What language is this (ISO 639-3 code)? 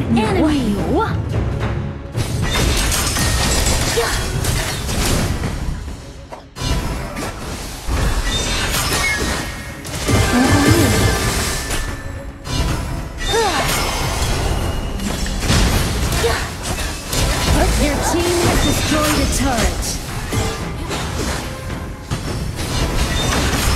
zho